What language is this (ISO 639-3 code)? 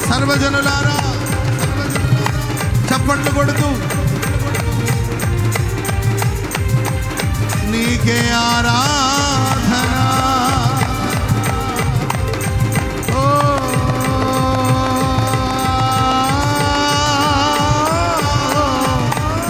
tel